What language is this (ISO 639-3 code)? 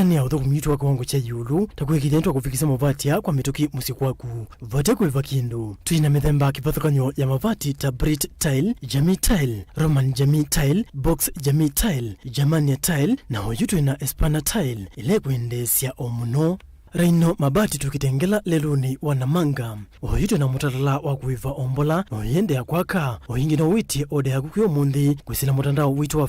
kam